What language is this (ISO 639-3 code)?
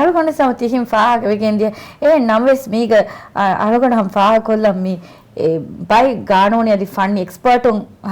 div